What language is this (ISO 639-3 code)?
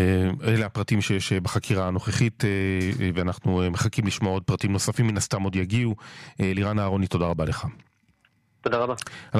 heb